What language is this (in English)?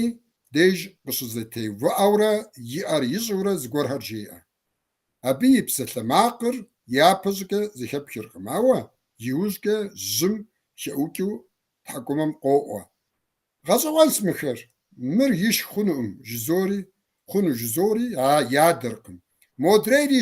Kabardian